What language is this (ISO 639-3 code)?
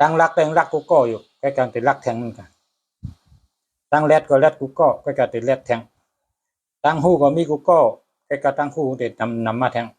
shn